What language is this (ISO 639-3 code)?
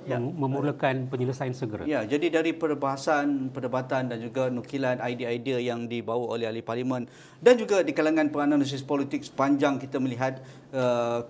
msa